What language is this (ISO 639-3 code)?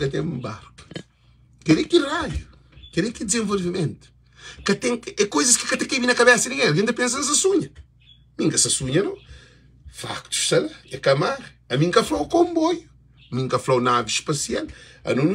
kea